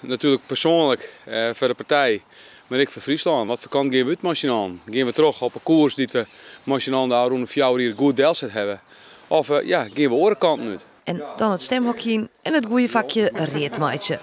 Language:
Western Frisian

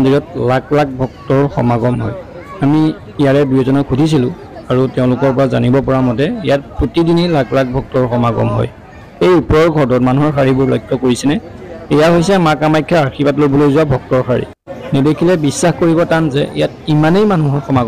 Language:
Assamese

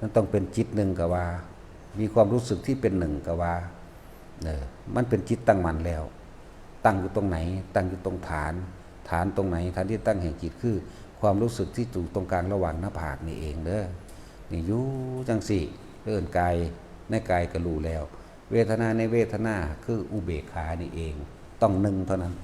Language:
Northeastern Thai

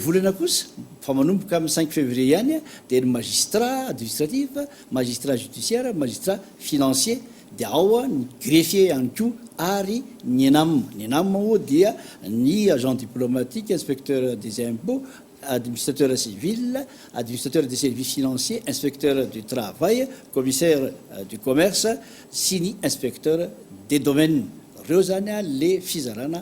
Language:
Malagasy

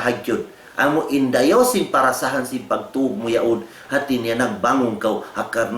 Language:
Tausug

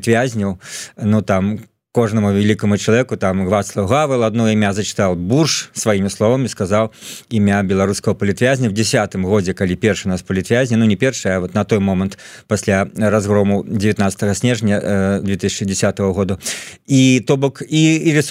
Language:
Belarusian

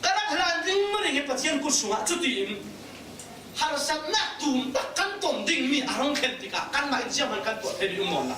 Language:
Falam Chin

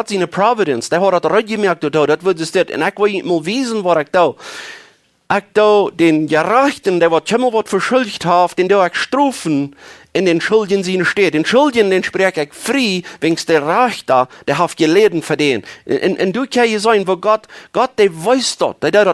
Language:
Plautdietsch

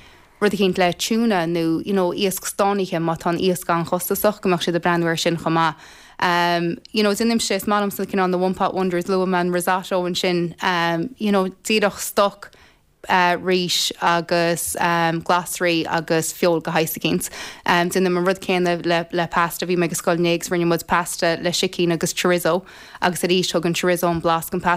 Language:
Irish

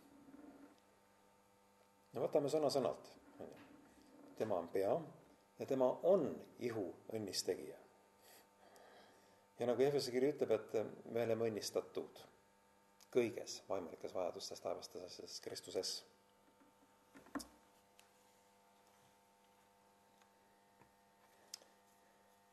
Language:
Estonian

